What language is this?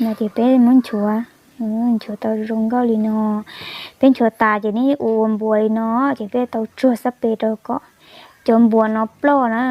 Hmong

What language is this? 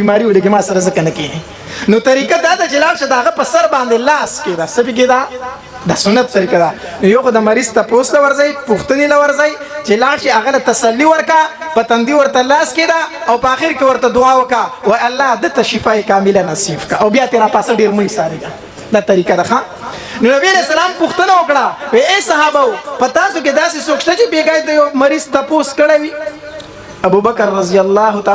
Pashto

